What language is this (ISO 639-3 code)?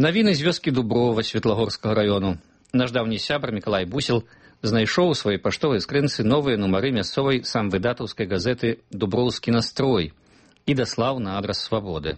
bel